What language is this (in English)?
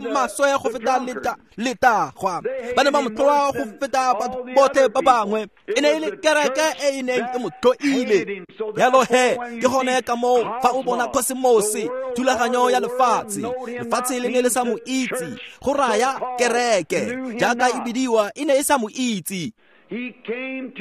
Tswana